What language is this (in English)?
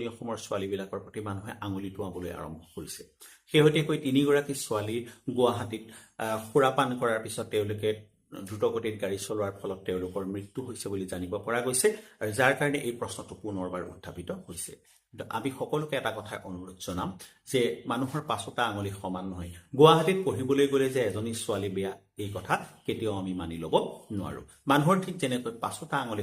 Assamese